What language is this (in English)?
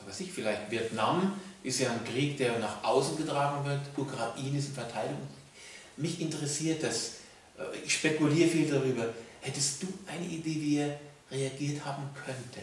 Swiss German